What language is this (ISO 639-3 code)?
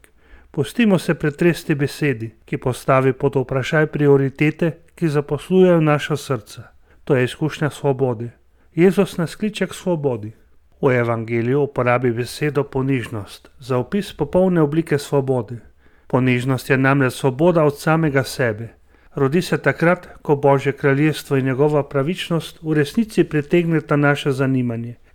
slv